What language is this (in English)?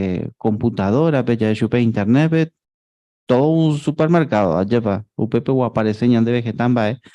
Guarani